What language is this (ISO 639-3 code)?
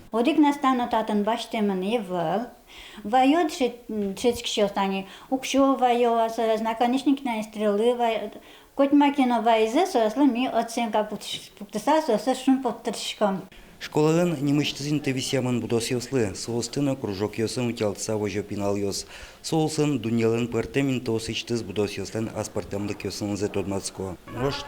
udm